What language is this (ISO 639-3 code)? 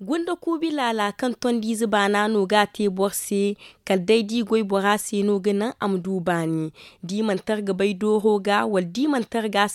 dje